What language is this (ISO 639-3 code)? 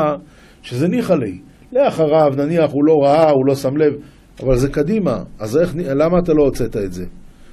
heb